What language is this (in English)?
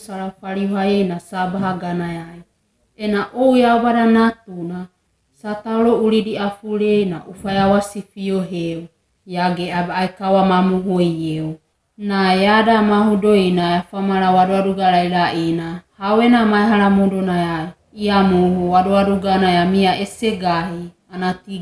Wagawaga